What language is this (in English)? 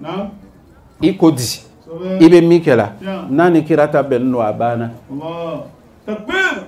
Bambara